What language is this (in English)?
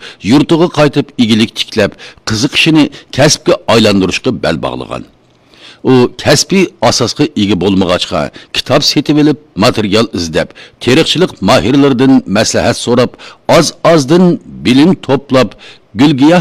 Uyghur